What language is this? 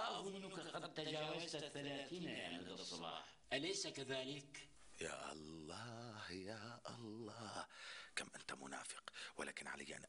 North Levantine Arabic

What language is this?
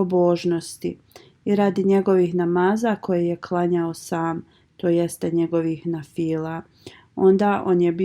Bosnian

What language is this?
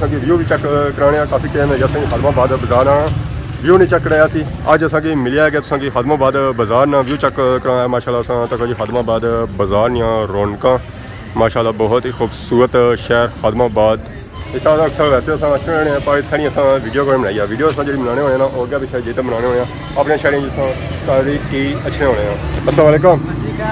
Pahari-Potwari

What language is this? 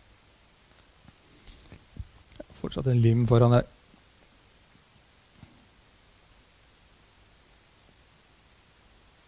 Norwegian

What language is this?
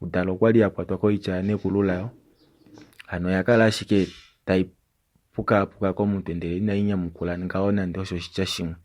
Kuanyama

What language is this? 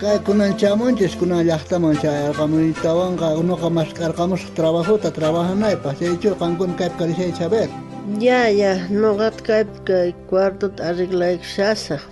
South Bolivian Quechua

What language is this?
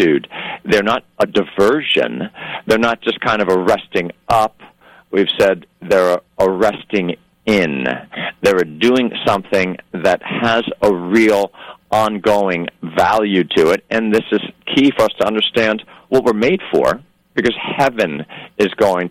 English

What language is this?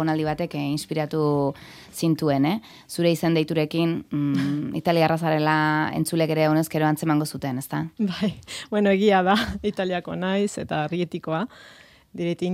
Basque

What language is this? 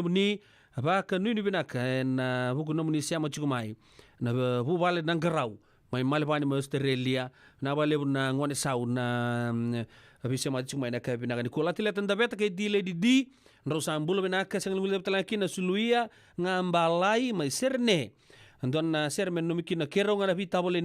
Fijian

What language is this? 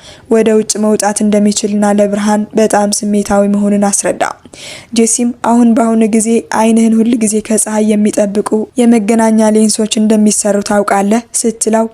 Amharic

